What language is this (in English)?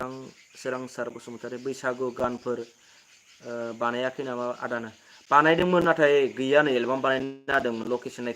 Bodo